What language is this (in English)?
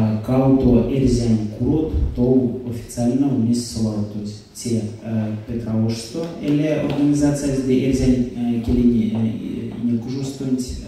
Erzya